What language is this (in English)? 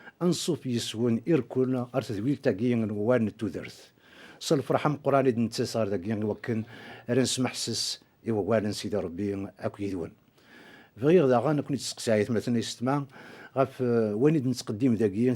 Kabyle